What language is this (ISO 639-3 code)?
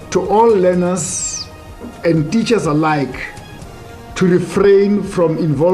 sot